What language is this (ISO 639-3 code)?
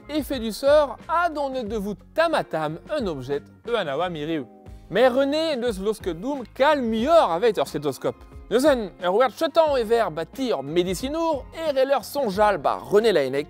bre